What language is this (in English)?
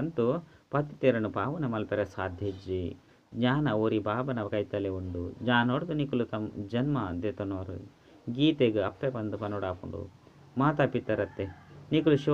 Tulu